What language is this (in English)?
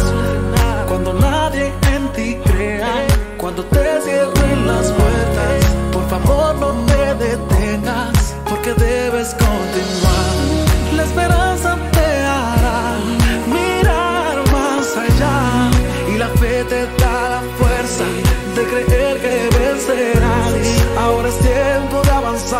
Spanish